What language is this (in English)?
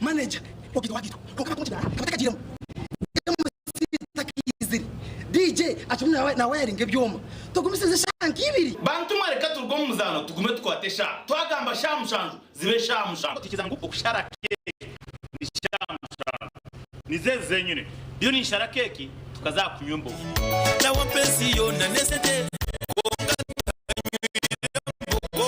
Nyankole